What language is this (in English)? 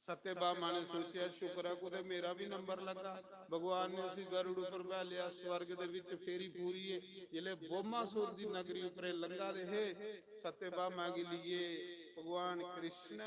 Dogri